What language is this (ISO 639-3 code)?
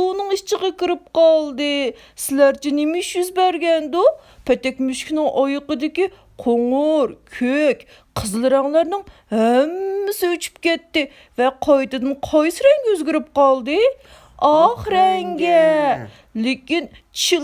uig